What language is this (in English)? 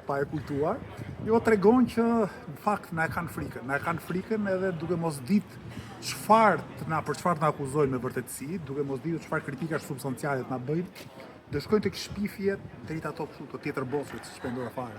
Albanian